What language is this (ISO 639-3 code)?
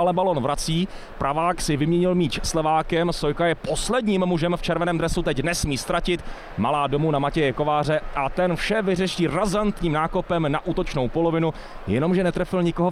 ces